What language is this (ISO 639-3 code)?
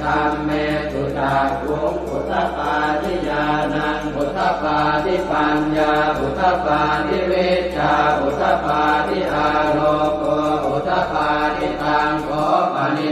pli